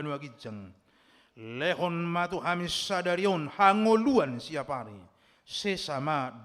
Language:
Batak Toba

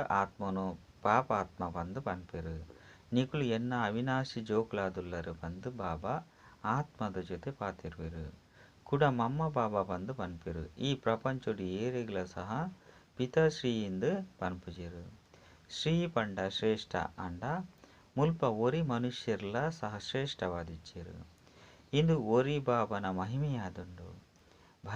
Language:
Tulu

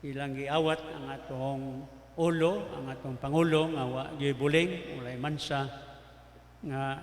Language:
Cebuano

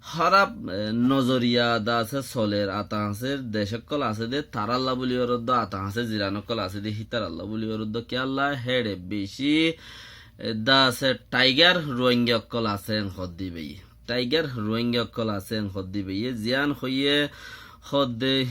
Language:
Rohingya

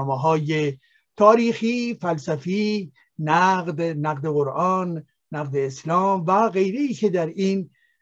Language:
Persian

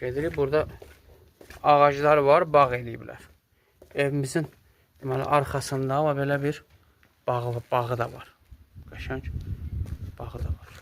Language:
Azerbaijani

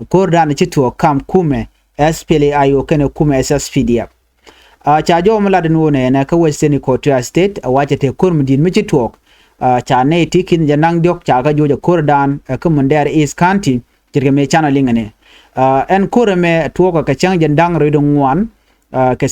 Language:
Nuer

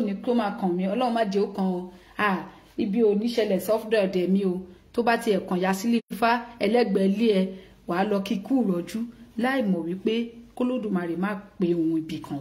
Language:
Yoruba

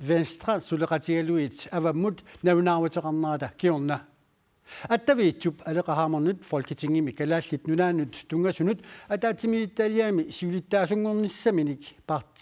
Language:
Kalaallisut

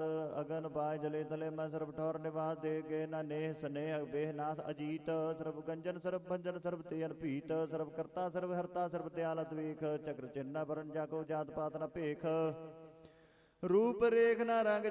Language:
Punjabi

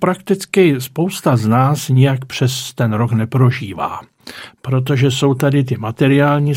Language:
Czech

